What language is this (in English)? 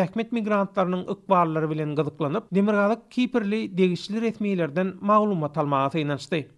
Turkmen